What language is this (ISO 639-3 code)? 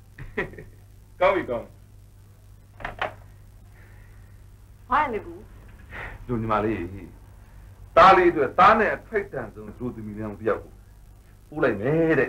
mya